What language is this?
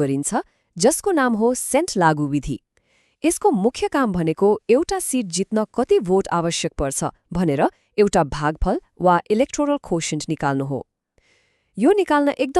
Nepali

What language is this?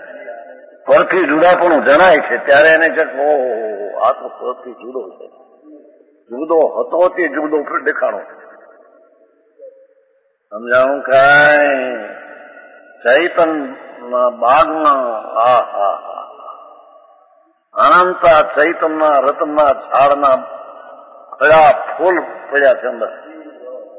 Gujarati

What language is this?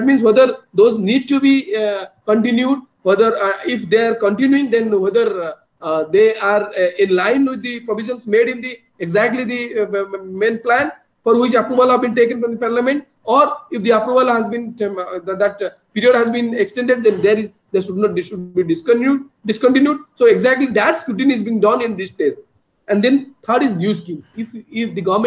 English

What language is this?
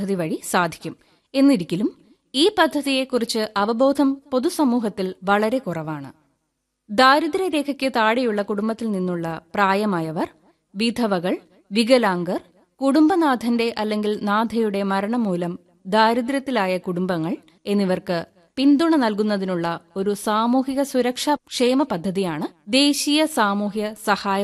Malayalam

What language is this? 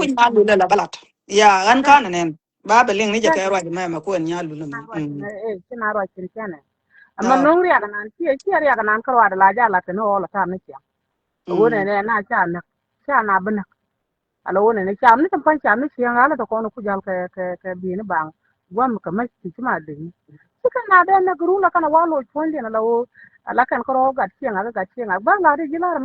Nuer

